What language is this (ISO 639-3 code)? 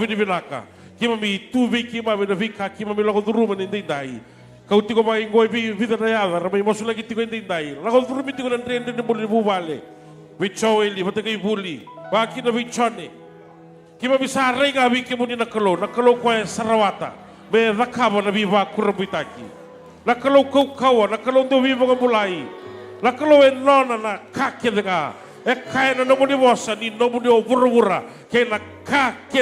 fij